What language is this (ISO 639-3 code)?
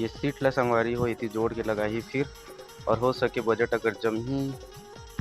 hne